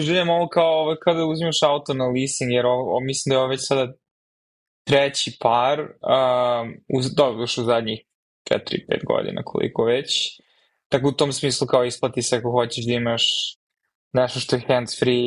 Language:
Serbian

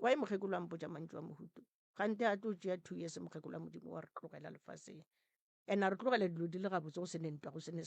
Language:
Northern Sotho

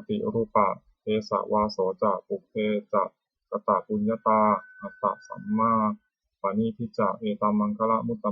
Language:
Pali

